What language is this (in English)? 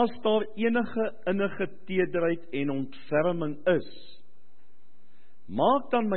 Afrikaans